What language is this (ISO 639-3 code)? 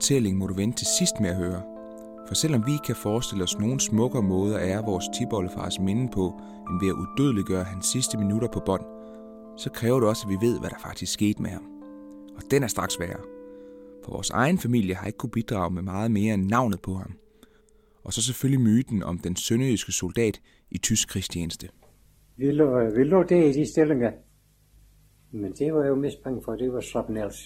dan